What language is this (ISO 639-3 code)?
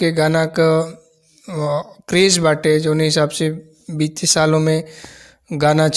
bho